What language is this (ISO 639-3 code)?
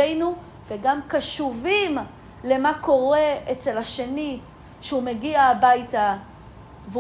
heb